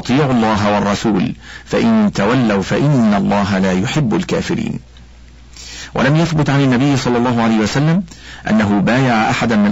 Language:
Arabic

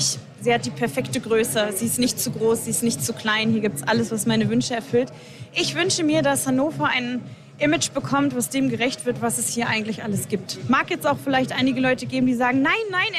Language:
German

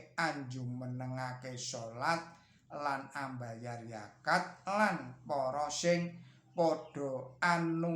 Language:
Javanese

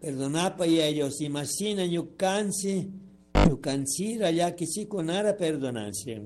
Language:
Chimborazo Highland Quichua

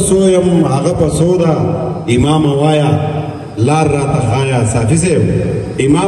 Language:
Pashto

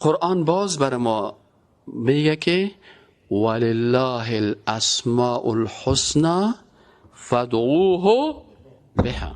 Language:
Persian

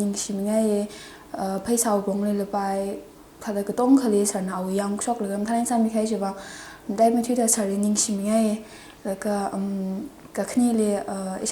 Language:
Tangkhul Naga (India)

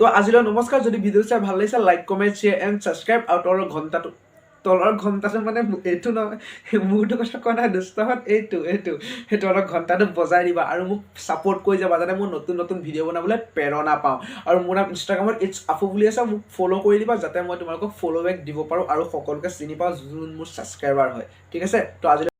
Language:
Assamese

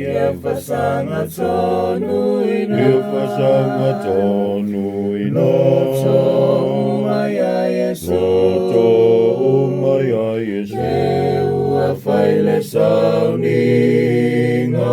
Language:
Samoan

